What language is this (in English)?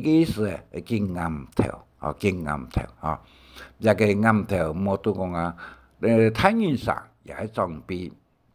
Hakka Chinese